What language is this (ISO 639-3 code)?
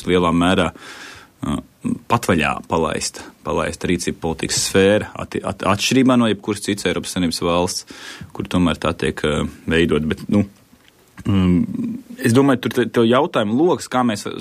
lav